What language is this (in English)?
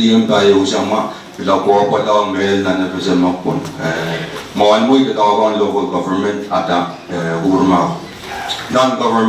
Pohnpeian